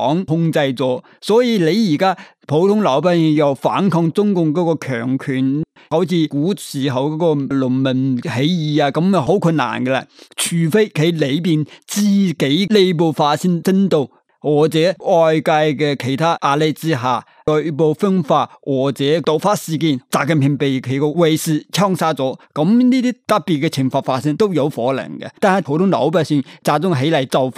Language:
Cantonese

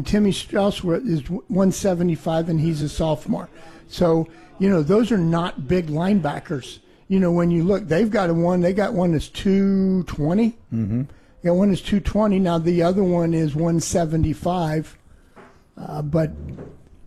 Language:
English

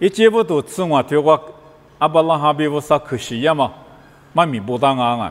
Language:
Lisu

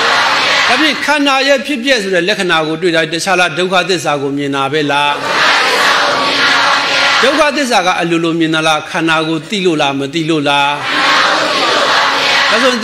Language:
Burmese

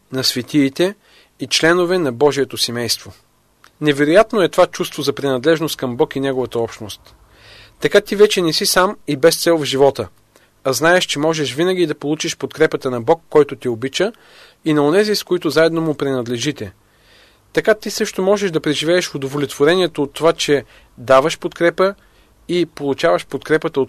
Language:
Bulgarian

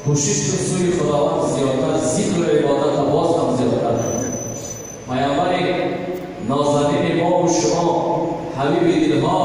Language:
Tajik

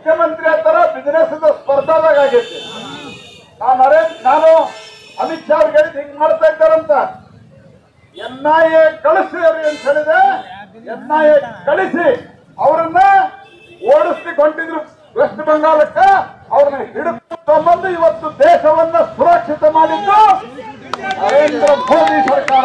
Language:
Kannada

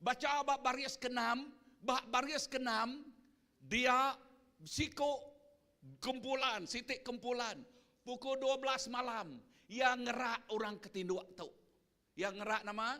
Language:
Iban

